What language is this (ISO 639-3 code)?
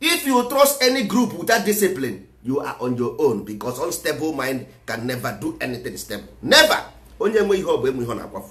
ibo